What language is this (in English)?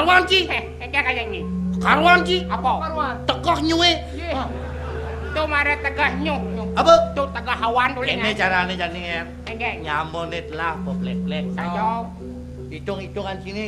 Balinese